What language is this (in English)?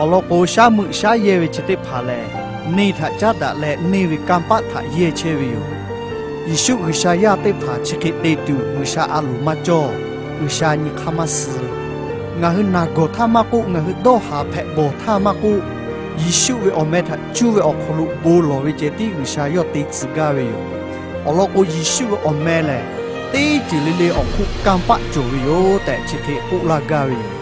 Lahu